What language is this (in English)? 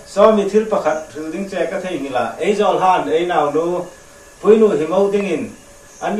Hmar